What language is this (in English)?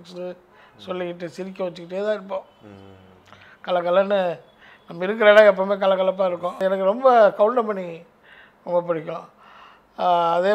Tamil